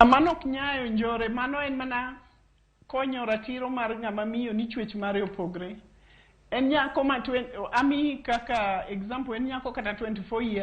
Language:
Luo (Kenya and Tanzania)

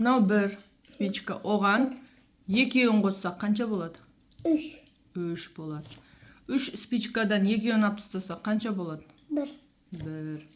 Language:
Kazakh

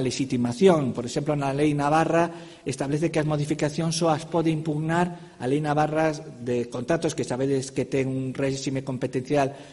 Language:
Galician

